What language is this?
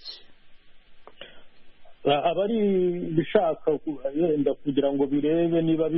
Kinyarwanda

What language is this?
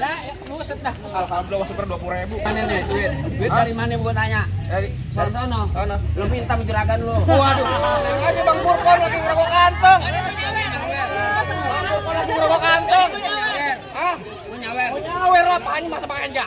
Betawi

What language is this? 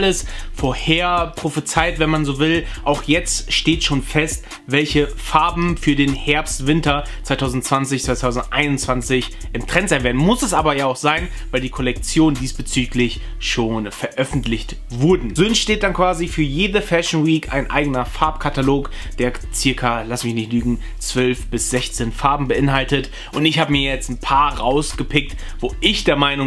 German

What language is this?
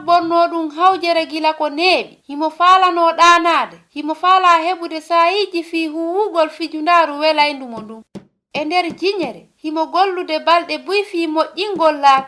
Fula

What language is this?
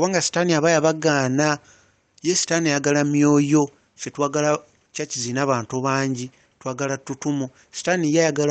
Ganda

